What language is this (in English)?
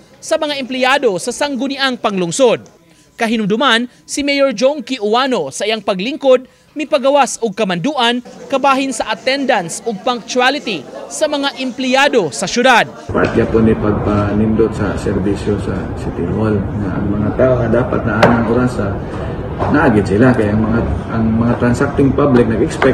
Cebuano